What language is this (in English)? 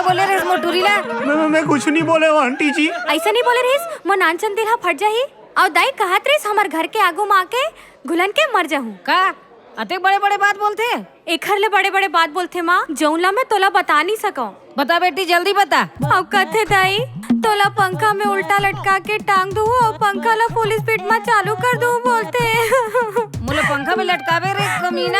Chhattisgarhi